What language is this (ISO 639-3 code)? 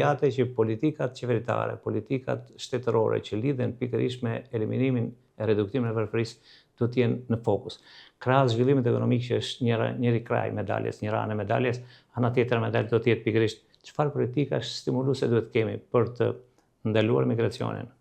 sqi